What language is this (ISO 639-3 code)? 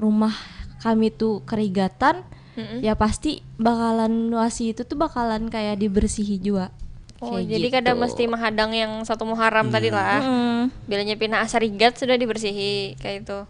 bjn